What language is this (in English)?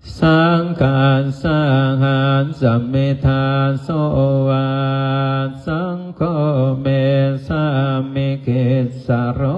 Pali